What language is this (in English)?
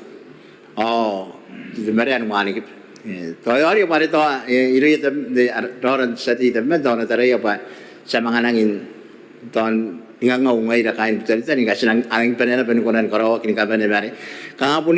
Gilbertese